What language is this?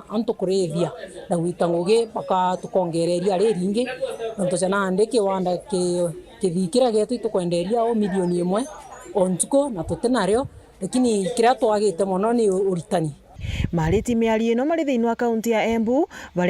Meru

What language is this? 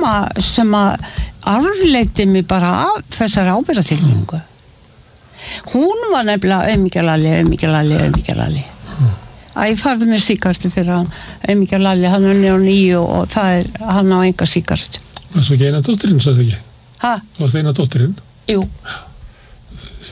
Icelandic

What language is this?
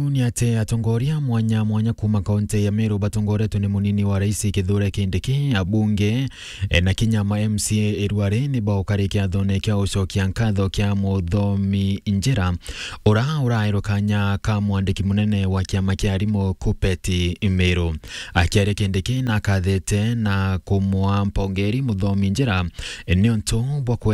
Meru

